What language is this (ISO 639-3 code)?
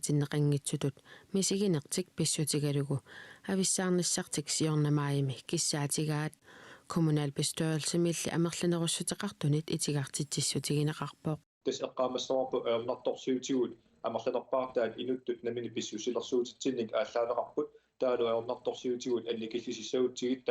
kal